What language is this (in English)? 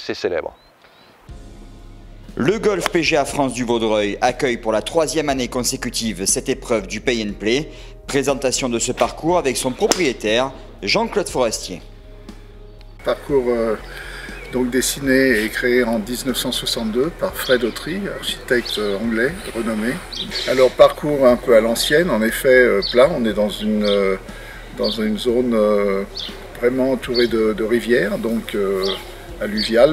French